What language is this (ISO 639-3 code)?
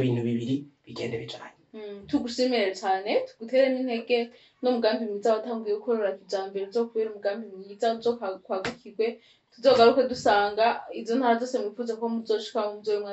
run